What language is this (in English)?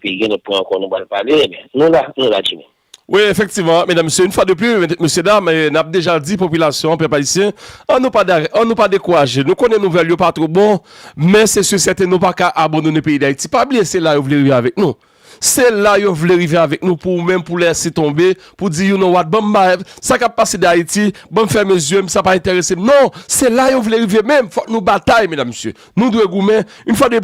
Haitian Creole